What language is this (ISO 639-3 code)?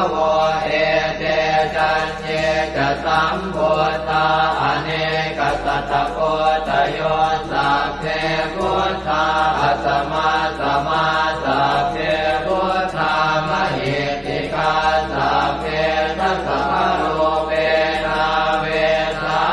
pli